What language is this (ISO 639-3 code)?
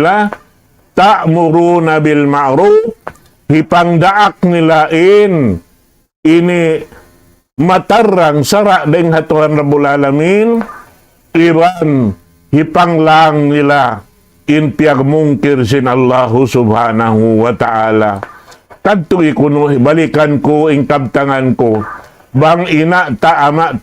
tsg